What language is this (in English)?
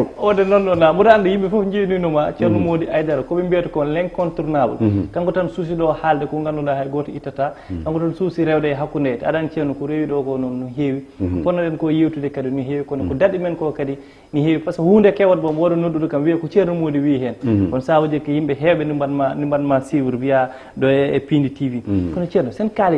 Fula